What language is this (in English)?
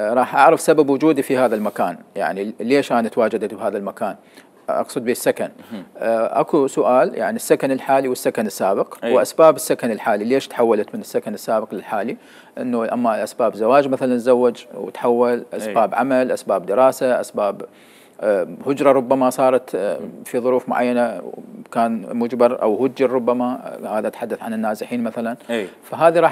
Mesopotamian Arabic